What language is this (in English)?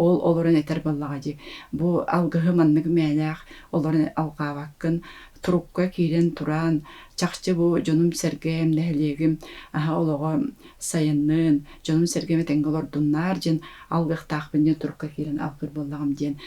Yakut